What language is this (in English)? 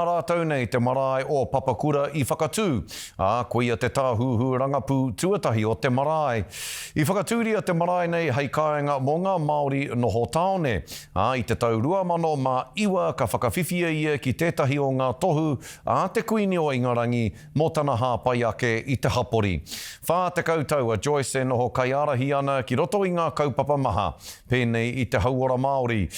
Māori